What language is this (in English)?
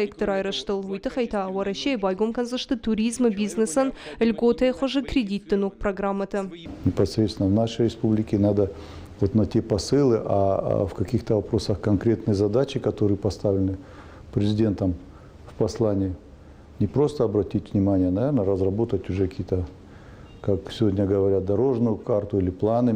Ossetic